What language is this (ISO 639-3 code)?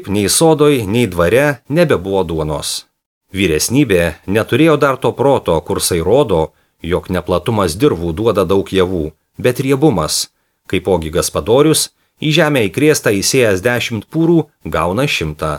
lit